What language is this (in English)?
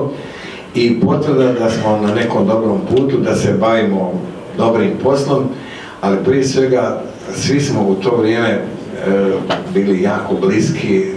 Croatian